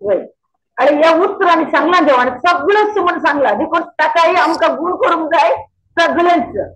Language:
Konkani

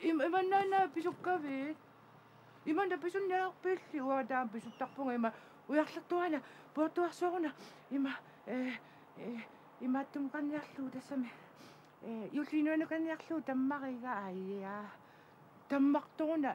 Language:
Kalaallisut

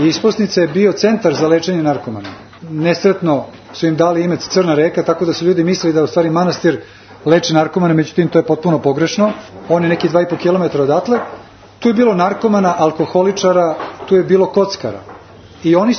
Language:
Serbian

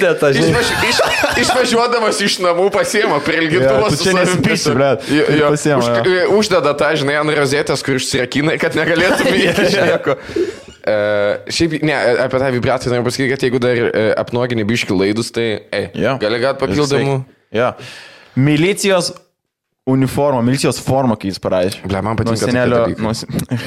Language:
Lithuanian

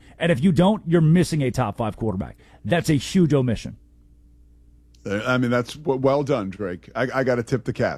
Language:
English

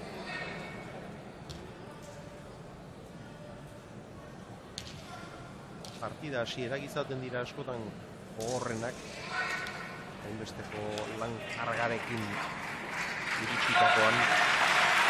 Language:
Basque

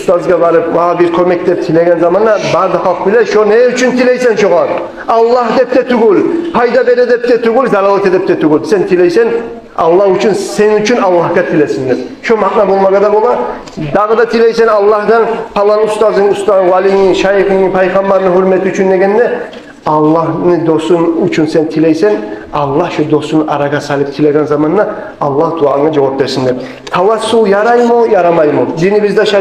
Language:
Kumyk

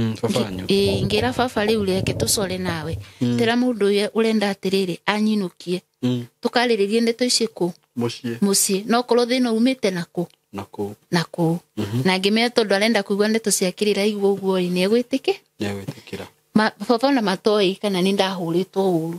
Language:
Kikuyu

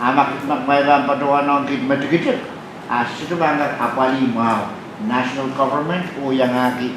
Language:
Pohnpeian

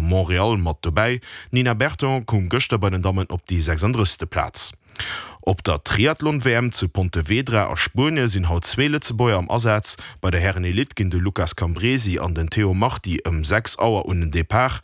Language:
Luxembourgish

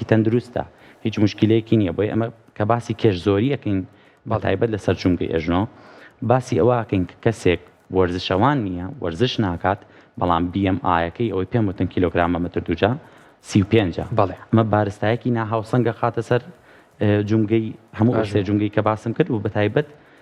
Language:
Central Kurdish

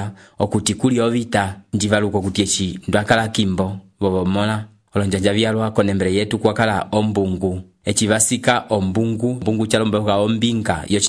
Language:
Umbundu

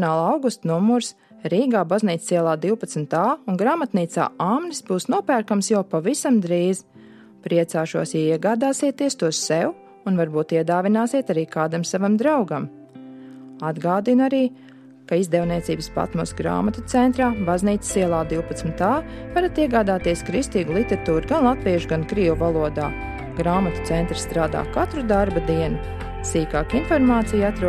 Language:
Latvian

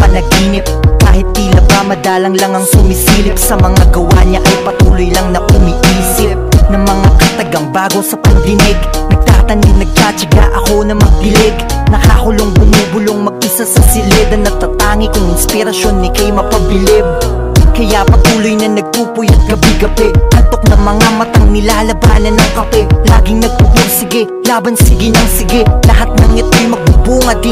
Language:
Filipino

